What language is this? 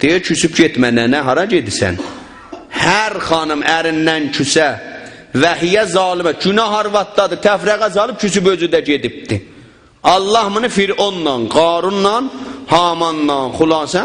South Azerbaijani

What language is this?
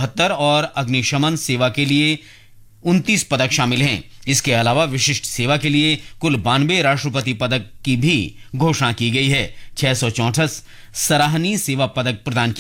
Hindi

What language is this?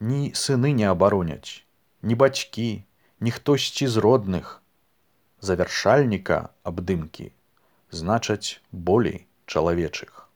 Belarusian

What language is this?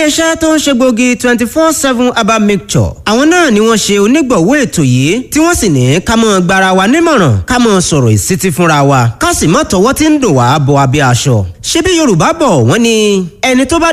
Yoruba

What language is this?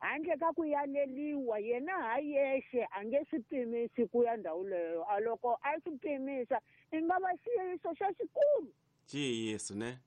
Tsonga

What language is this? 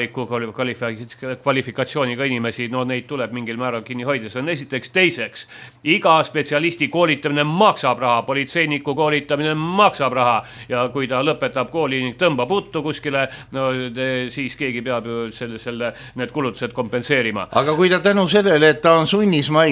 Estonian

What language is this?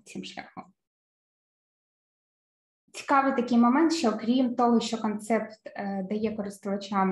Ukrainian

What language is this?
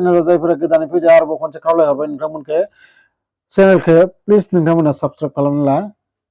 Bodo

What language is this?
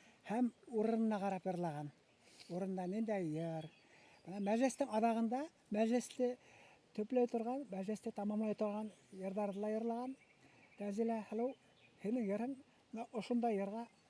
Bashkir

